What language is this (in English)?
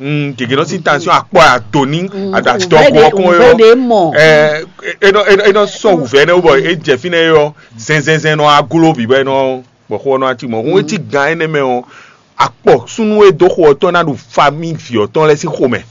Fon